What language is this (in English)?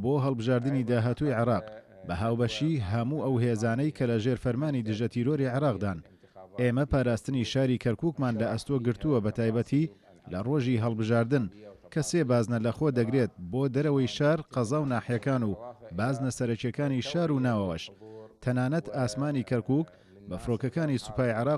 Central Kurdish